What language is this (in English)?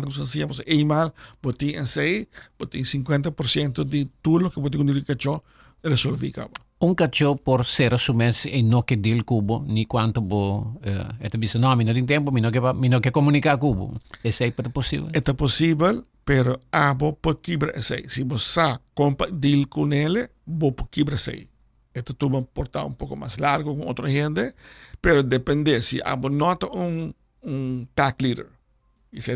Papiamento